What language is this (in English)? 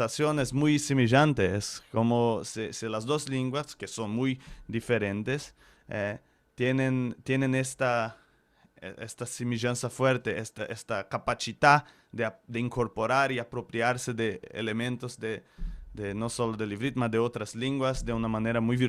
Ladino